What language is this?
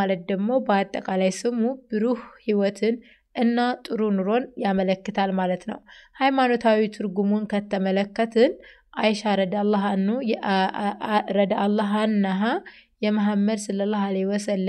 Amharic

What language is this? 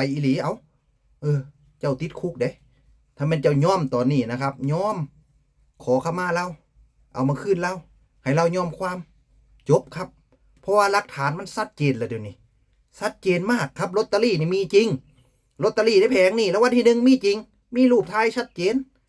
Northeastern Thai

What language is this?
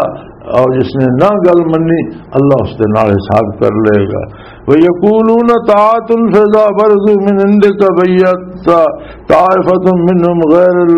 Western Panjabi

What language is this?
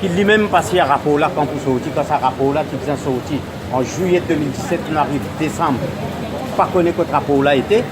Morisyen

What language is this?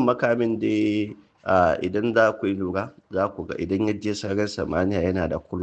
Hausa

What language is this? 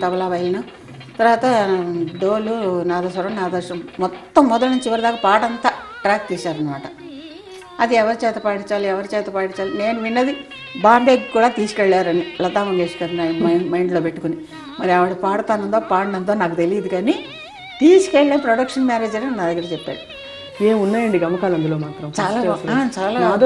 Telugu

